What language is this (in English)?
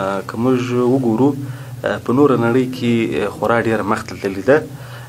Pashto